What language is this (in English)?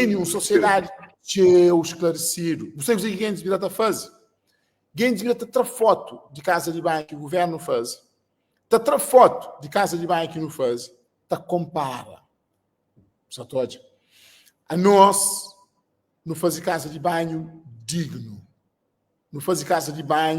Kabuverdianu